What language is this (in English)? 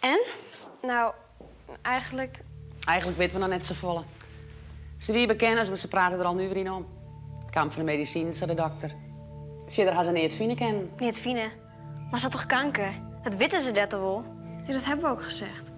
Western Frisian